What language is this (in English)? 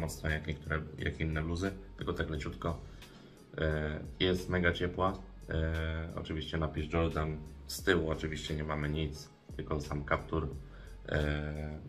Polish